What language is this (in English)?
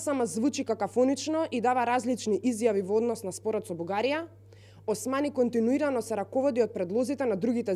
Macedonian